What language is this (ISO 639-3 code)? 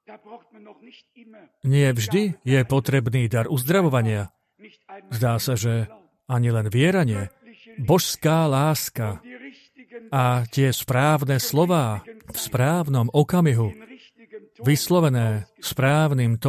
slk